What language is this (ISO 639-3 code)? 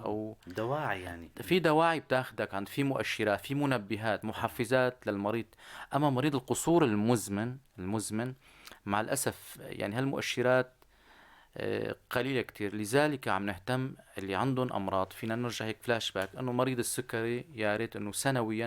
apc